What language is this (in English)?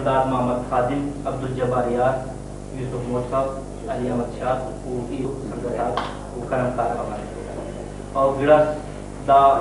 Brahui